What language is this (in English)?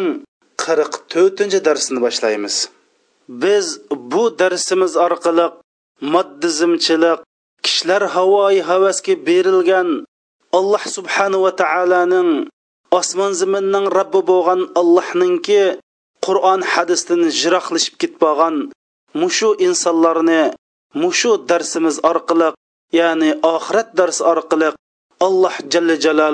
Uyghur